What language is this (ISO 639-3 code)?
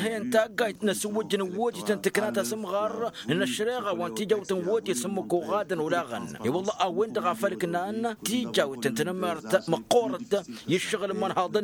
taq